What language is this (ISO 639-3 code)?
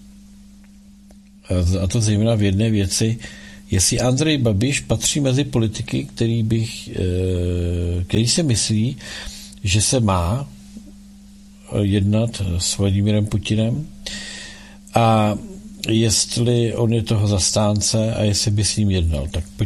ces